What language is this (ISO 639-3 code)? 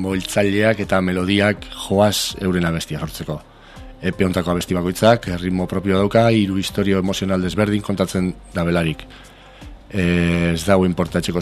eus